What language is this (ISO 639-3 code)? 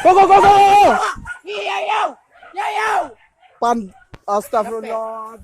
min